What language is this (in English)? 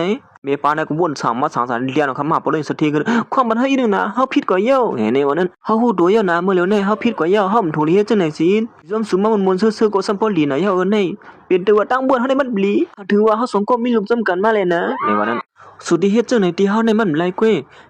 Shan